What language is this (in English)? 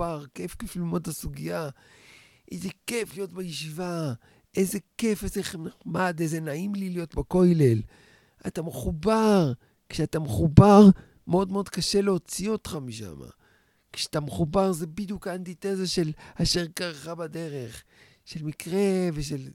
Hebrew